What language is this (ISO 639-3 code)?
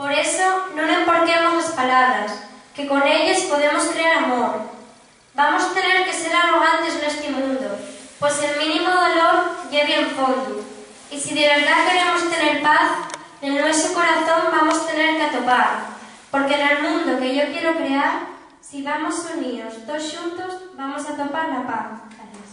ast